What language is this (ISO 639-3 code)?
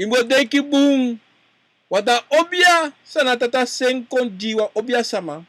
srn